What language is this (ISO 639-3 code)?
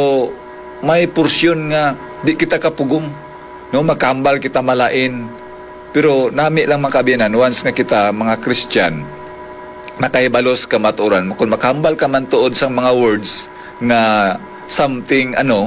hil